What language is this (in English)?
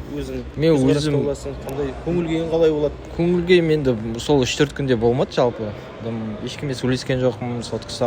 Kazakh